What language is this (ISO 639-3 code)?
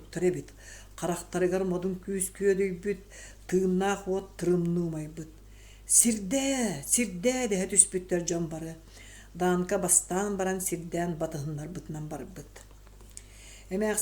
sah